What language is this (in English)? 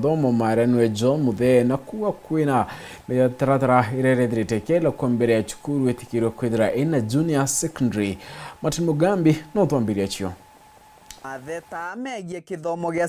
Meru